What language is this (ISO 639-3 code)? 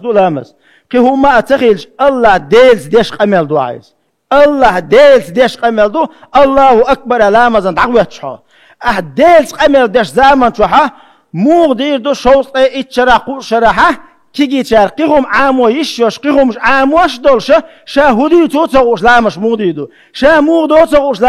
che